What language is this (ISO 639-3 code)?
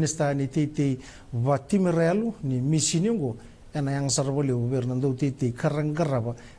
fij